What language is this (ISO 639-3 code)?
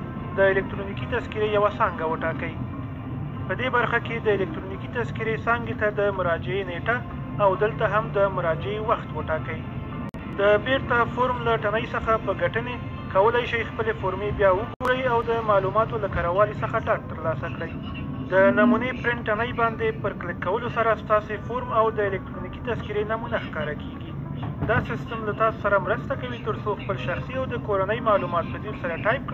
pus